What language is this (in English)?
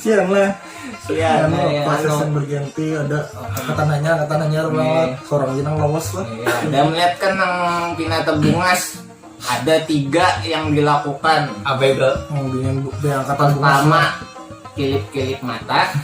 Banjar